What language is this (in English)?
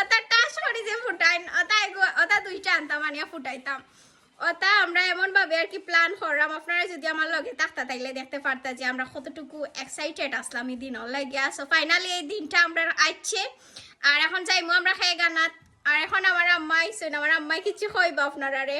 Sylheti